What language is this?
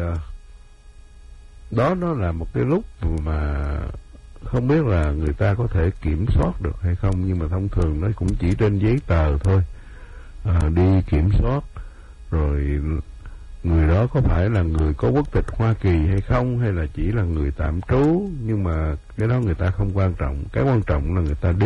Vietnamese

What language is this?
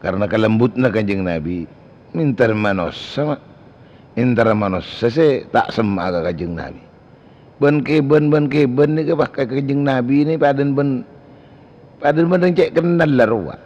Madurese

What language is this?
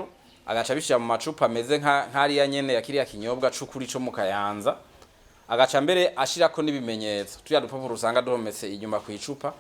Rundi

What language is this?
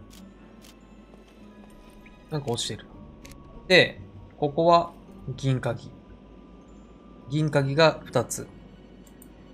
Japanese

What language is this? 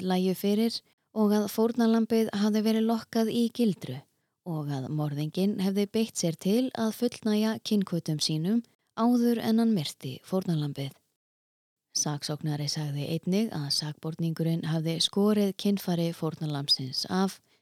Icelandic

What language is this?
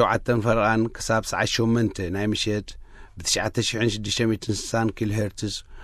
Tigrinya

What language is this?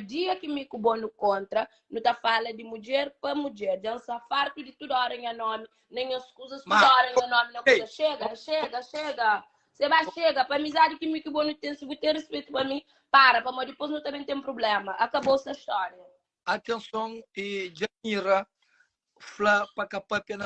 Kabuverdianu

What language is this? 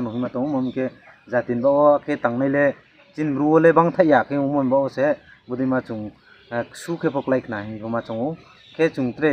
Riang (India)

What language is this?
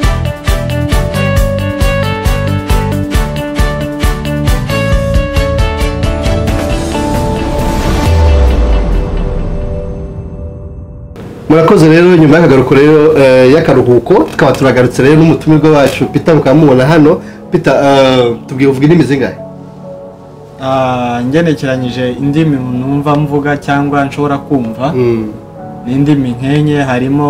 Kinyarwanda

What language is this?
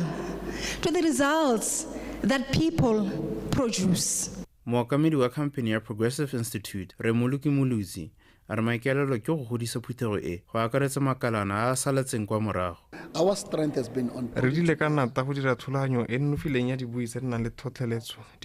Tswana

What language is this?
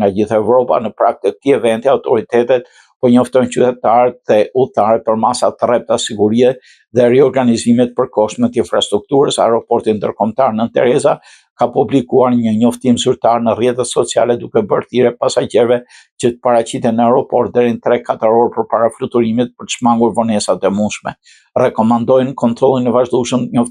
Albanian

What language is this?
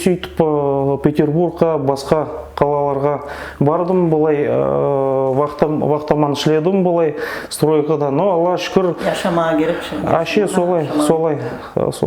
Nogai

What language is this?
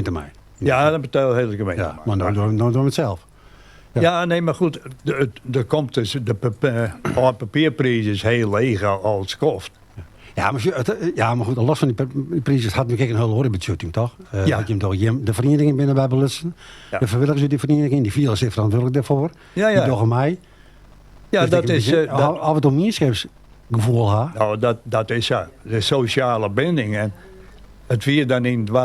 Western Frisian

